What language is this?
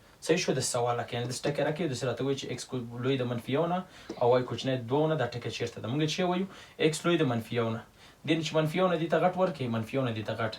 Pashto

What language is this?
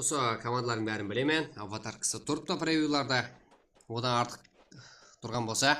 Kara-Kalpak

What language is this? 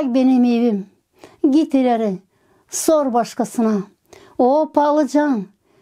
Gagauz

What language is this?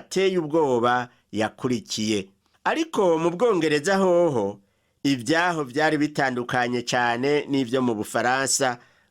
Rundi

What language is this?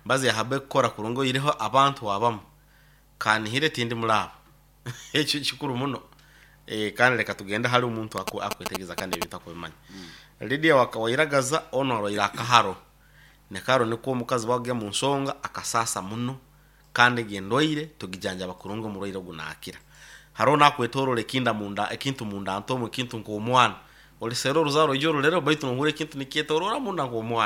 Nyoro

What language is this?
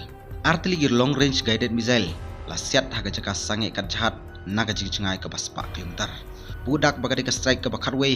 Khasi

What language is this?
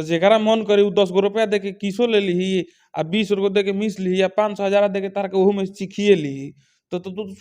Bhojpuri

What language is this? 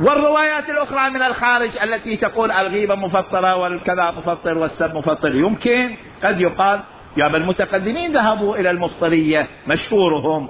Mesopotamian Arabic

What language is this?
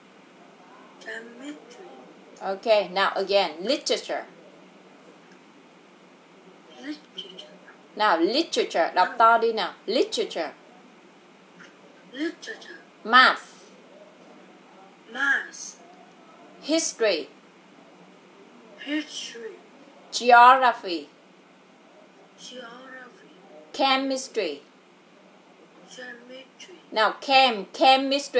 Vietnamese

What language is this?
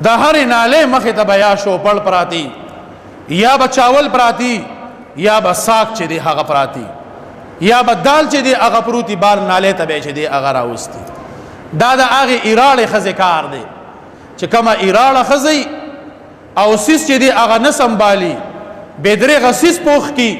Pashto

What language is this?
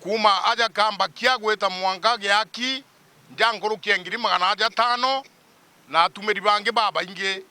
Meru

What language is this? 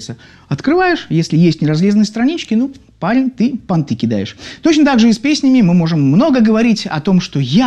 Russian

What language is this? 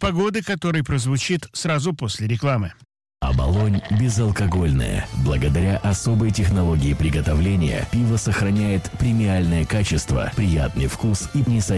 Russian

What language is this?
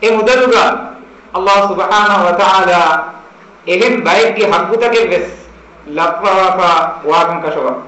Divehi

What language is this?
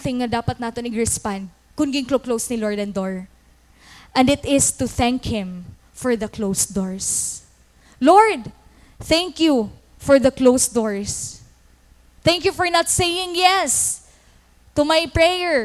Waray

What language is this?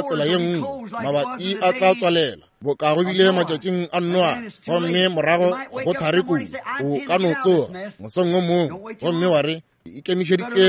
Northern Sotho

